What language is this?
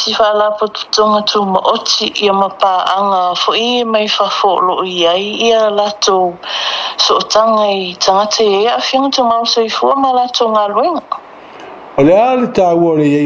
Samoan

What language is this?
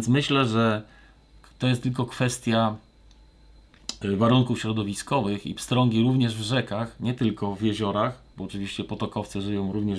Polish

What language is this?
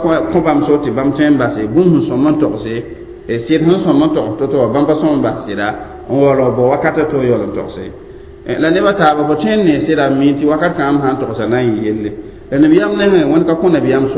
Mossi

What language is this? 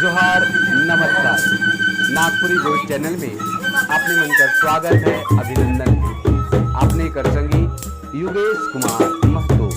Sadri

